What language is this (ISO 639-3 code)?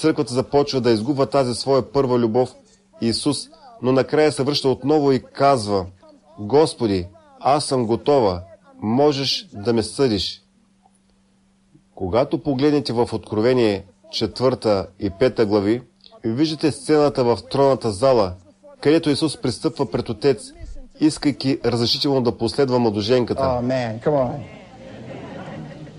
bul